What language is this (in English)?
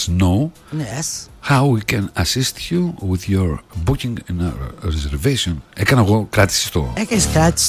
Greek